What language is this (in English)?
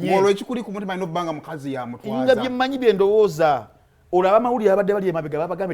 Ganda